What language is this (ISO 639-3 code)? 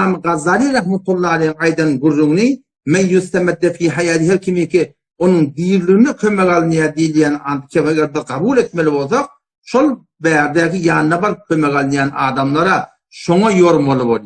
tuk